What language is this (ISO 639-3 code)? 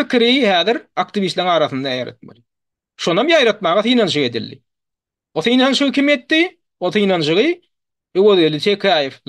tuk